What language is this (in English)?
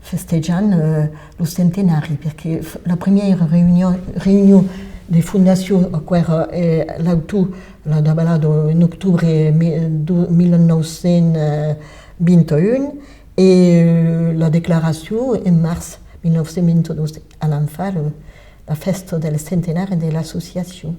Occitan